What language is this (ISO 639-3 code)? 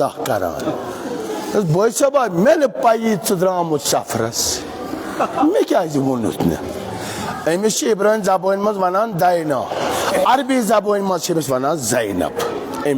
kas